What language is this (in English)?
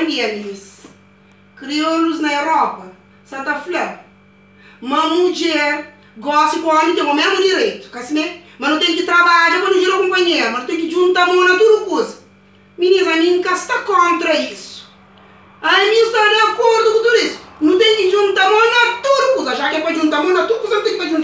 Kabuverdianu